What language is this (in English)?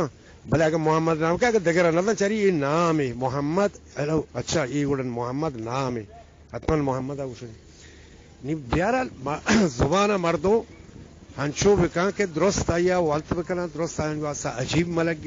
Eastern Balochi